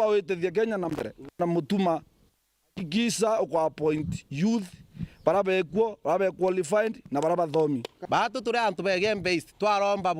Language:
Meru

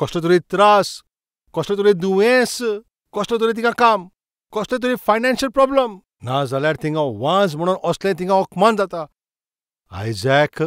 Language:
Konkani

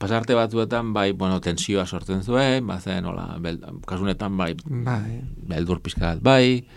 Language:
Basque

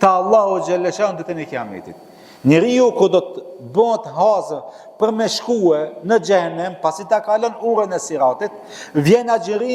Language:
Albanian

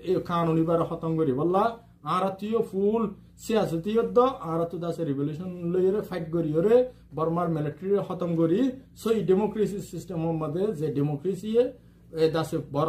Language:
Rohingya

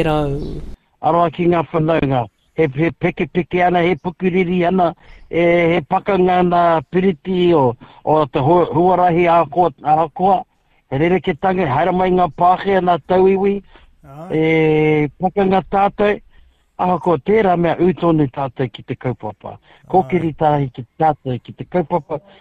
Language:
Māori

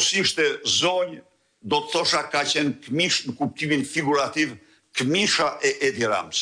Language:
Albanian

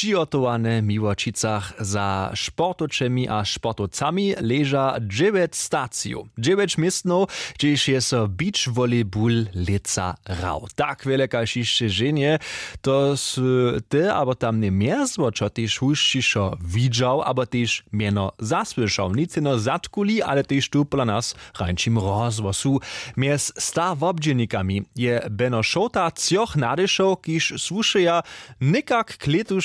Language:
Upper Sorbian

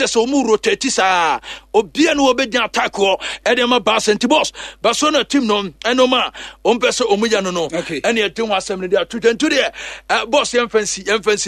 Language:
Akan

